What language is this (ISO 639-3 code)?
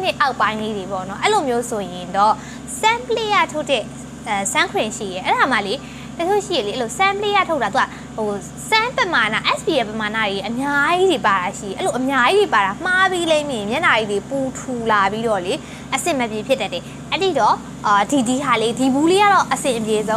mya